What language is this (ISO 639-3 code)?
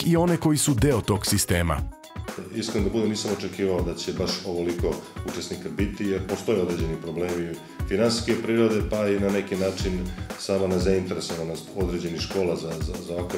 srp